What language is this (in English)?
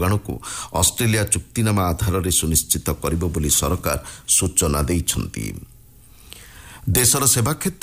Odia